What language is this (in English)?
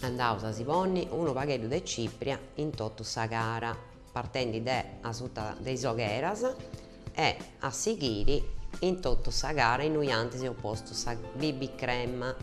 Sardinian